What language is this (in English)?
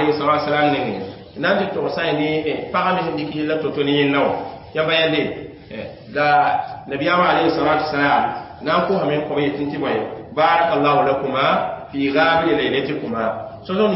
Mossi